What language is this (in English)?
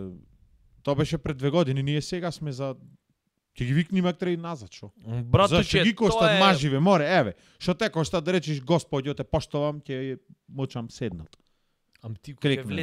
Macedonian